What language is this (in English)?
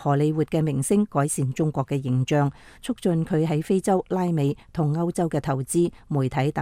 Cantonese